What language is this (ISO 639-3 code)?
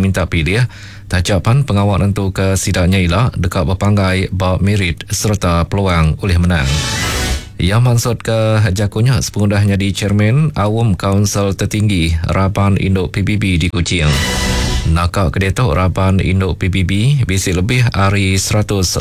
iba